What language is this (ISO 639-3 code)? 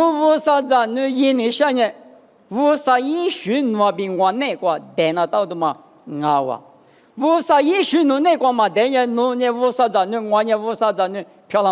lis